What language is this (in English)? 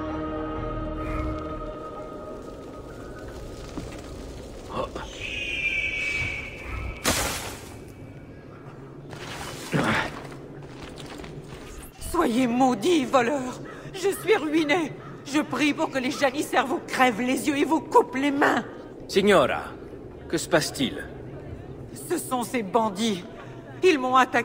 French